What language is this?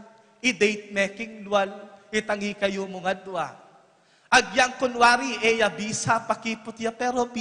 Pampanga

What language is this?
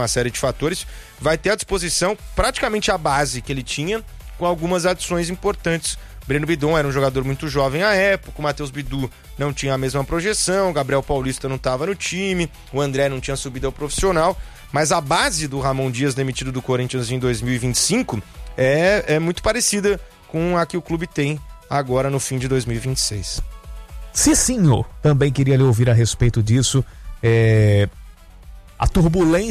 Portuguese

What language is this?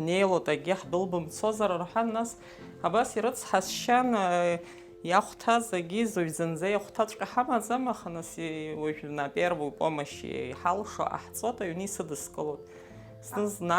Abkhazian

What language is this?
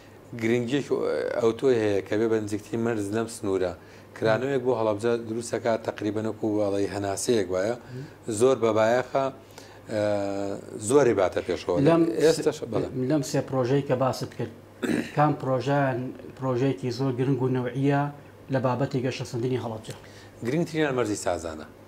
Central Kurdish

